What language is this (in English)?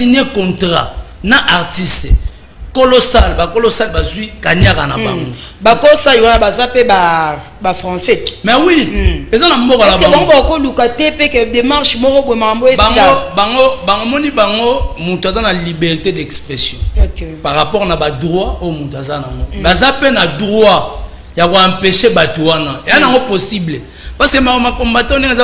Lingala